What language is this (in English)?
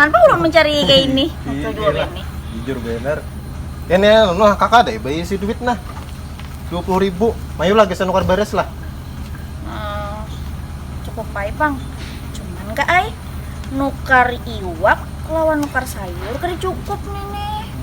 Banjar